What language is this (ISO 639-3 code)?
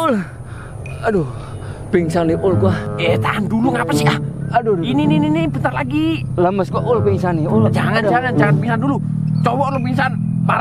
bew